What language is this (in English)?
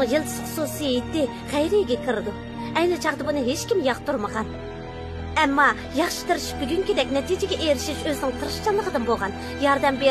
Uyghur